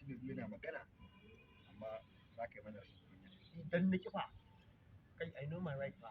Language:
Hausa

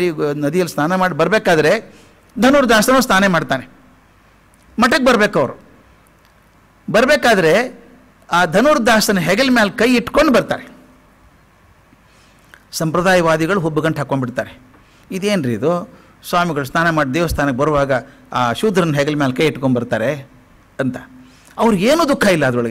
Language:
Kannada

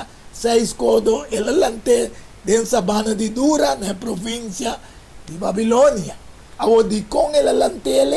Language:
Papiamento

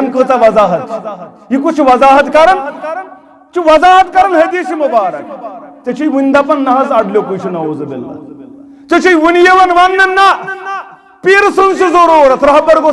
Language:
Kashmiri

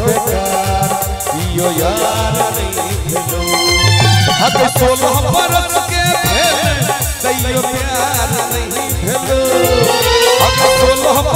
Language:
Maithili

